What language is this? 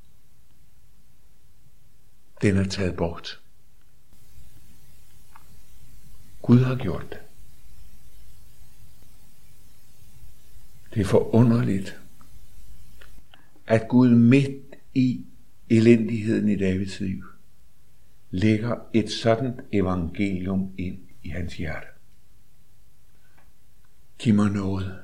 Danish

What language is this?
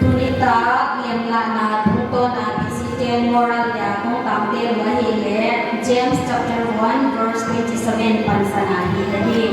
Paite Chin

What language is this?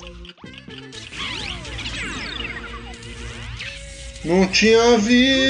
Portuguese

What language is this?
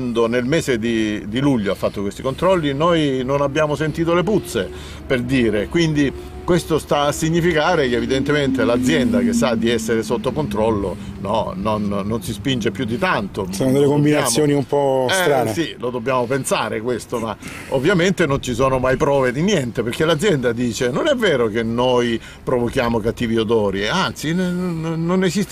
Italian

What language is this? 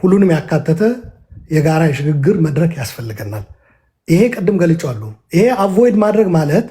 Amharic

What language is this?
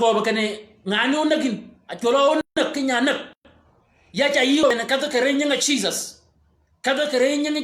Shilluk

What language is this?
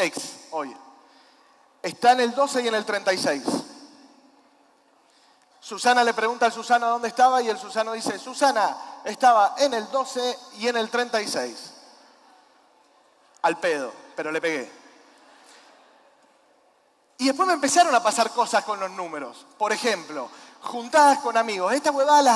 Spanish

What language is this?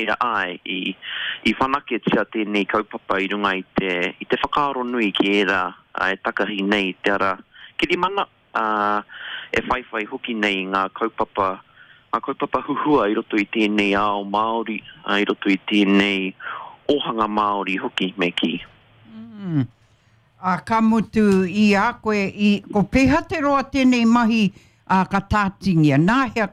Māori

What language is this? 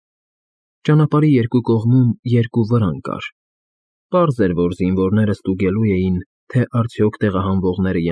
Armenian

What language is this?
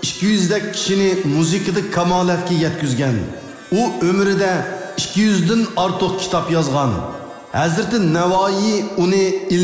Uyghur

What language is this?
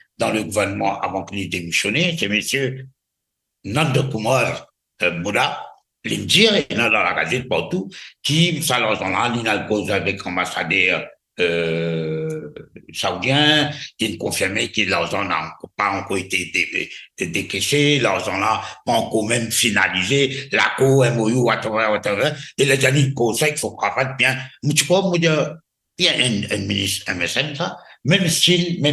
Morisyen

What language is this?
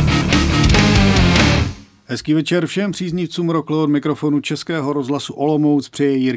Czech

